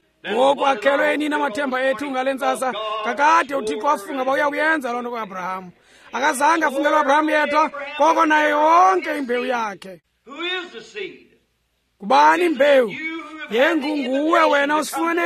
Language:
Xhosa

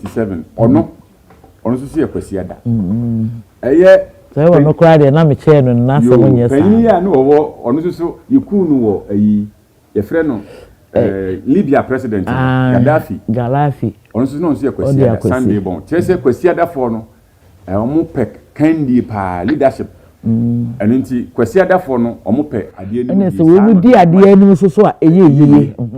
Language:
Akan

